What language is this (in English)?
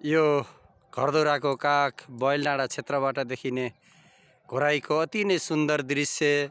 Nepali